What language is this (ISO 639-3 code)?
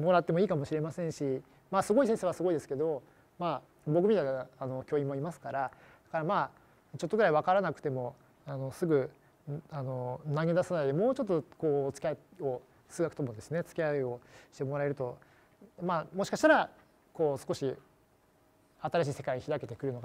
jpn